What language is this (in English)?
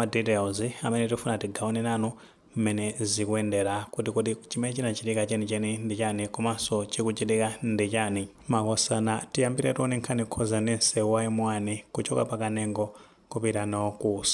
Nyanja